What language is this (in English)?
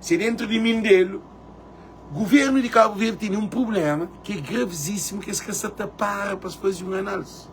Kabuverdianu